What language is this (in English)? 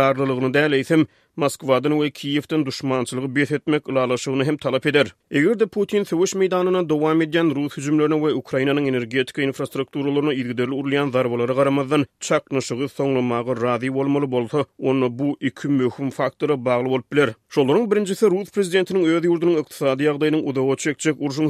Turkmen